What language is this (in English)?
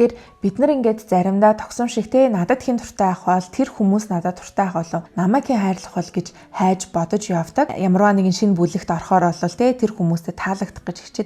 Mongolian